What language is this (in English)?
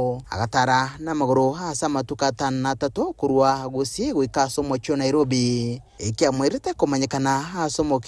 Gusii